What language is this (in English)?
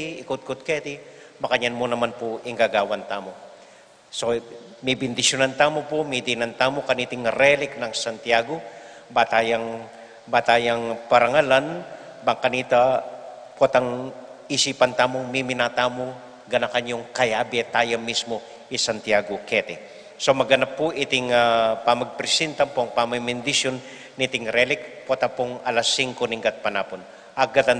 Pampanga